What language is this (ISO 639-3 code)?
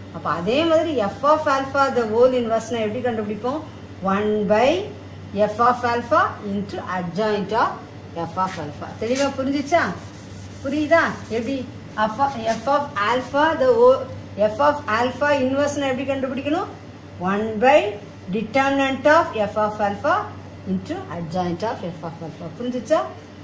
tam